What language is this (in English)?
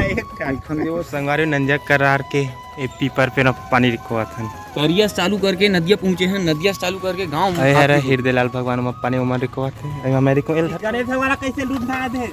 Chhattisgarhi